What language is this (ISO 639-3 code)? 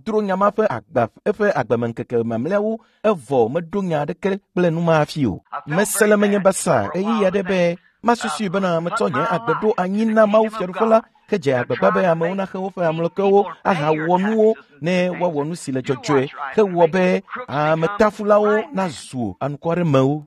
ewe